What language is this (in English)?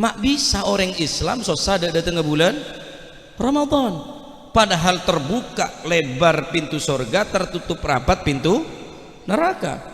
Madurese